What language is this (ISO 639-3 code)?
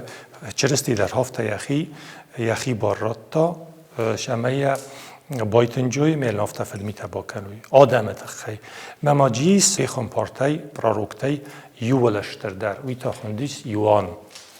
oss